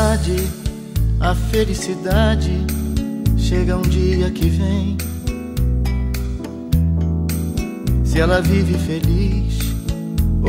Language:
Portuguese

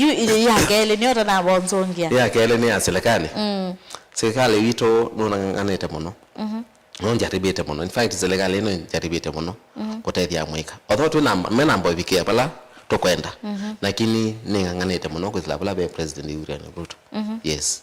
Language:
Kamba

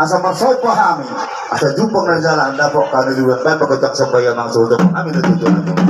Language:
Batak Toba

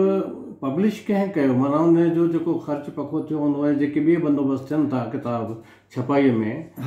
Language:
Sindhi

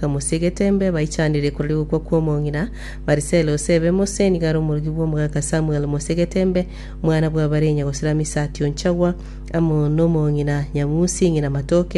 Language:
Gusii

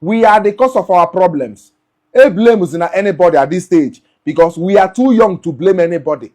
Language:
Igbo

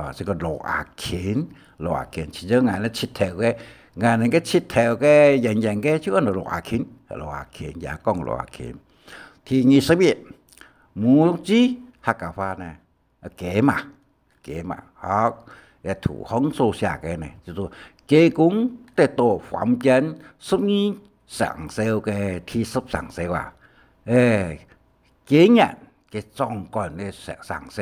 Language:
Hakka Chinese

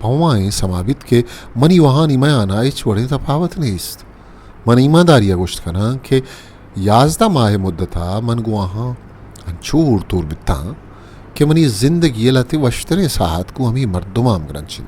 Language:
Eastern Balochi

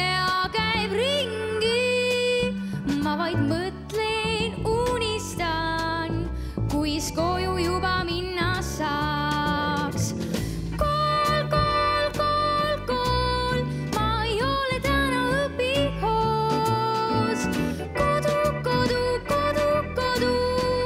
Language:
Estonian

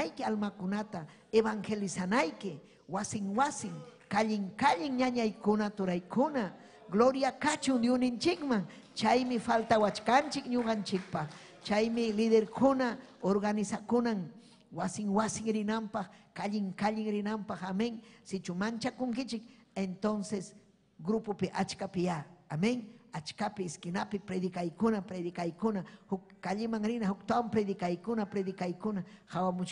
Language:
Ayacucho Quechua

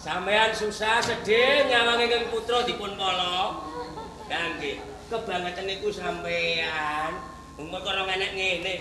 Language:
Javanese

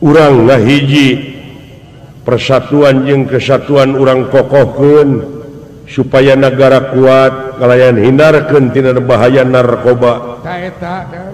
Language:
Sundanese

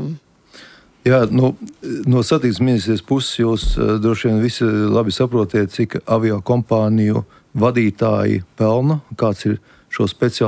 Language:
Latvian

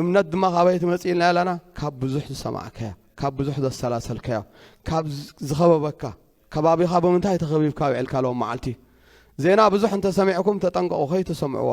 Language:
Tigrinya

